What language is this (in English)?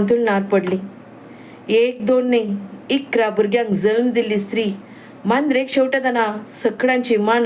Konkani